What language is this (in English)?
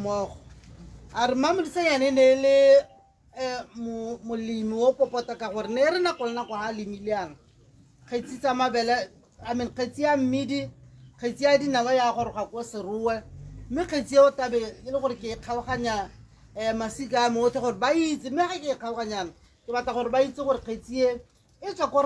Tswana